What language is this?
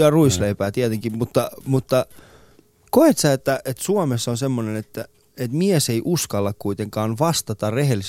Finnish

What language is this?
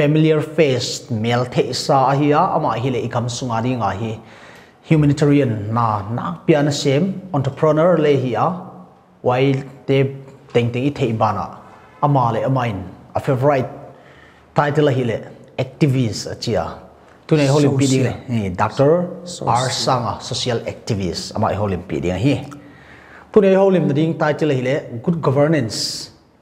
Paite Chin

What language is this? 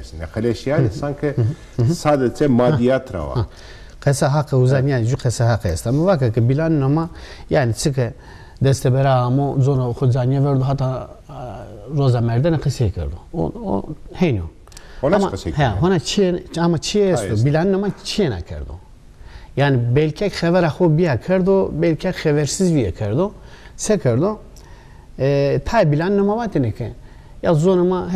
Zaza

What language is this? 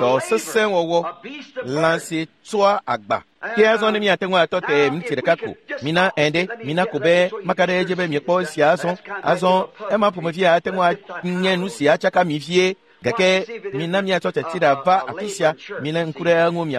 Ewe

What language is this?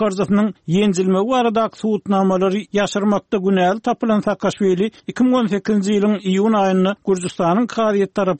Turkmen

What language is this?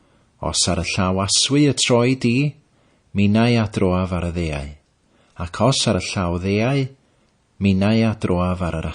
Welsh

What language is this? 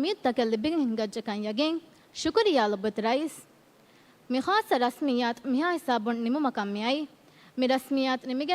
Divehi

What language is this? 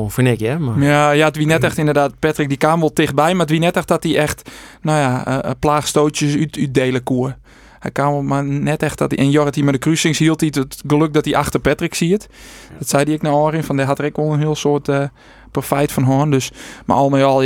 Western Frisian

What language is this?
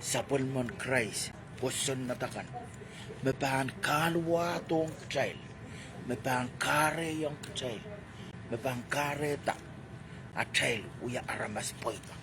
Pohnpeian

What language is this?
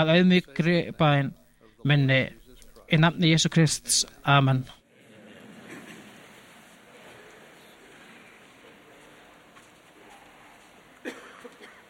Icelandic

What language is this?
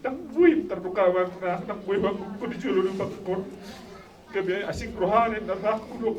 Batak Toba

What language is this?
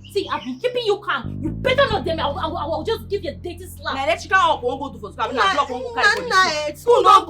Nigerian Pidgin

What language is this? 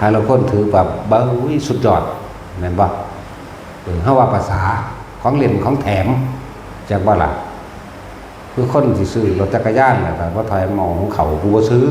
Northeastern Thai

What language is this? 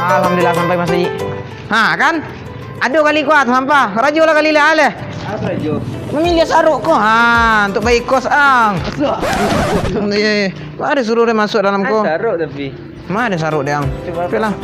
Minangkabau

